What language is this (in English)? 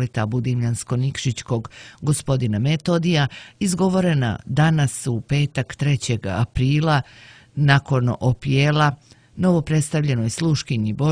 Serbian